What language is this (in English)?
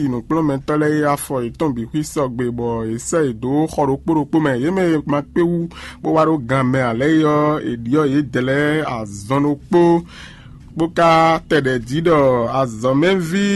Fon